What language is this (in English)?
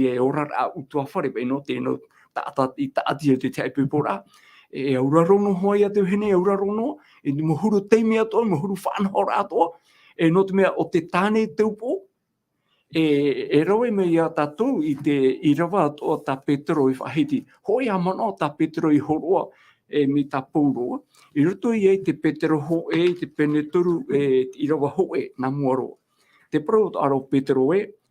Tahitian